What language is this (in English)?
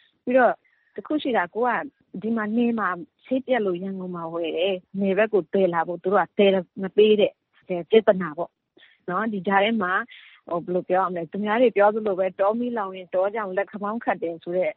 Burmese